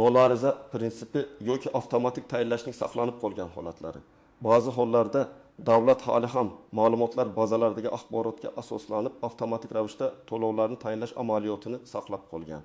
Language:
Uzbek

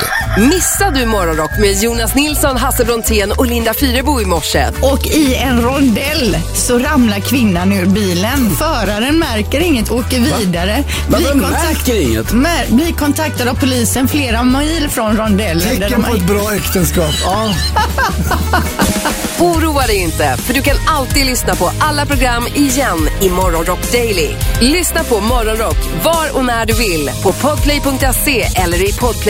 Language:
Swedish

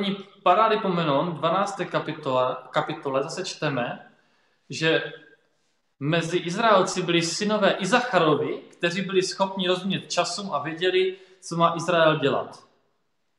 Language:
Czech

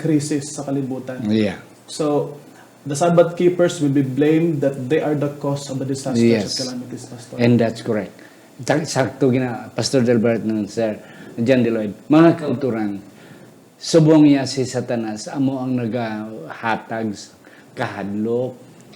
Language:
Hiligaynon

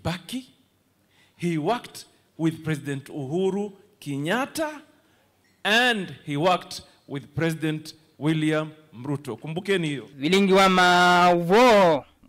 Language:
Kamba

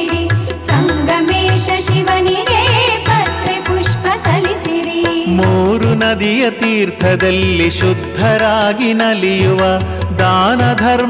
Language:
Kannada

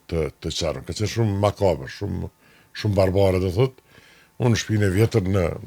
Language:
Albanian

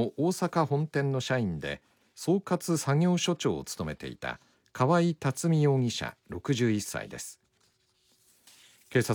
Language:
Japanese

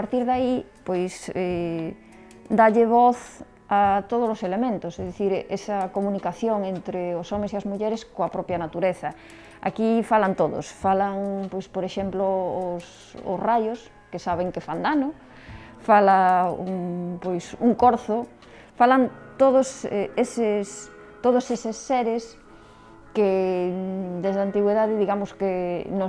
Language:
Galician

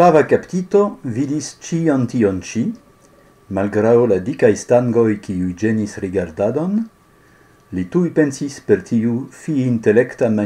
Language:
Esperanto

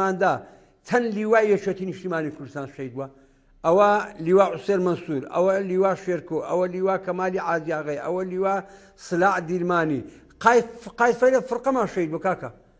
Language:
Central Kurdish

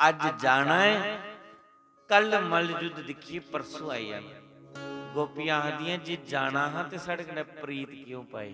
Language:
Dogri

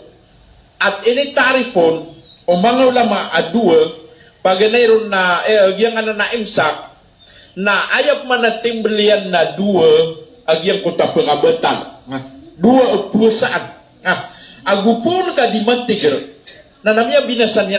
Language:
Maranao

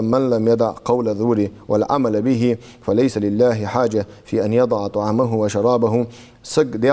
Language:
Ingush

